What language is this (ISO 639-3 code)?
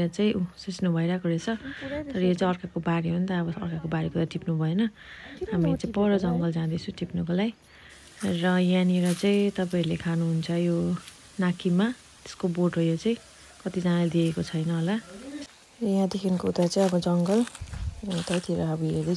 nep